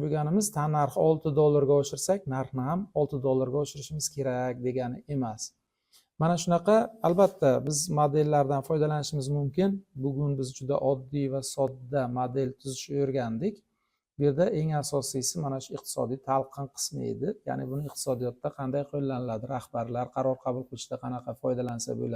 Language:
Uzbek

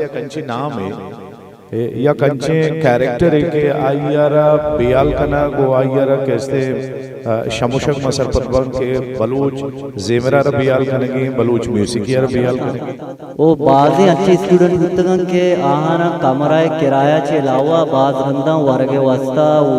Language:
Eastern Balochi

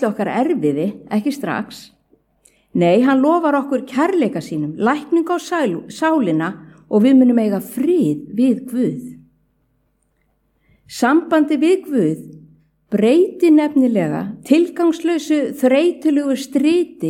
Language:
Icelandic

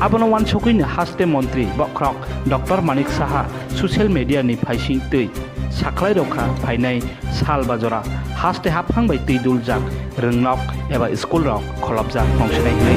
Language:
Kok Borok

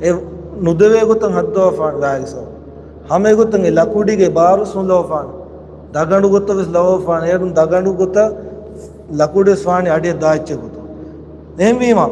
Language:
Divehi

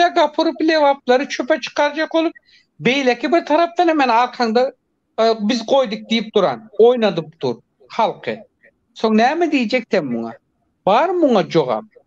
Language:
Turkmen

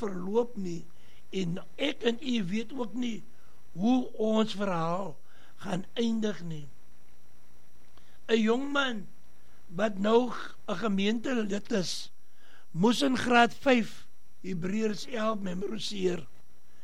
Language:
Afrikaans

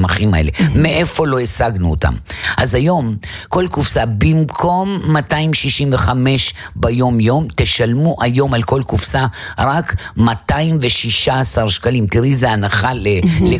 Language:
Hebrew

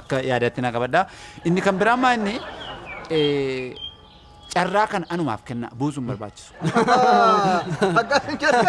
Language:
Oromo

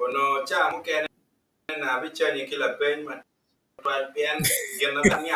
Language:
Acoli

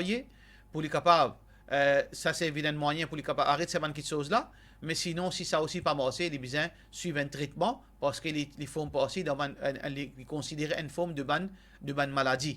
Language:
Morisyen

